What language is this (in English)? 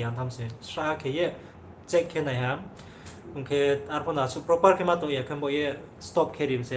Riang (India)